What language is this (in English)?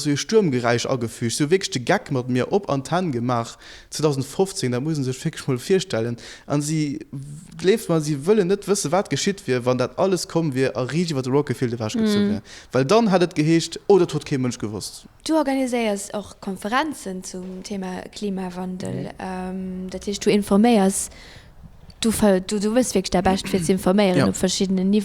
Luxembourgish